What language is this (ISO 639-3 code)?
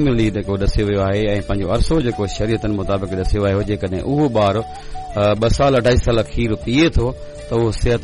snd